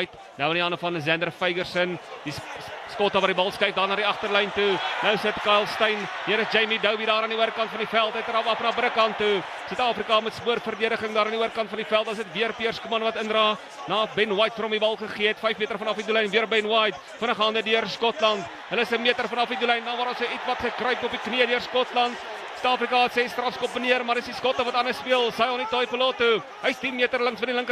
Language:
Afrikaans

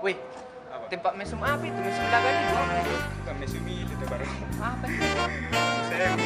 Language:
Makassar Malay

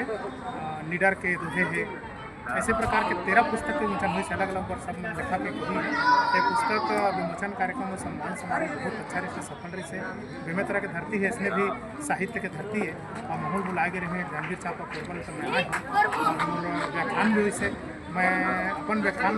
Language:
Chhattisgarhi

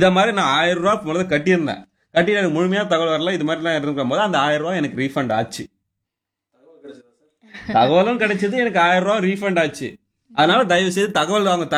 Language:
Tamil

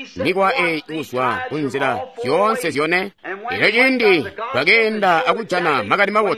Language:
Tonga (Zambia)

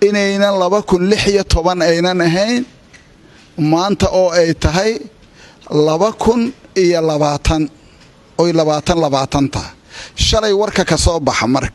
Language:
Somali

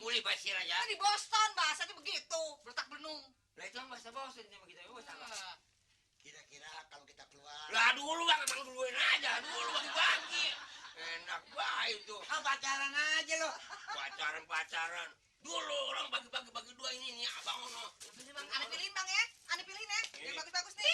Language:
Betawi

